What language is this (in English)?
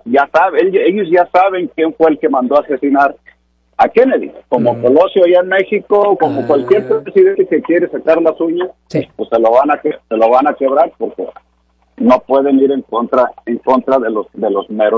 Spanish